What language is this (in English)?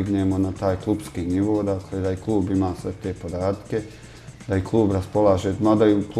Bosnian